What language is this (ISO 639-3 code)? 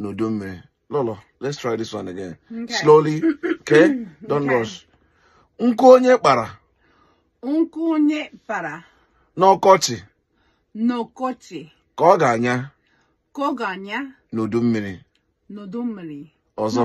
ibo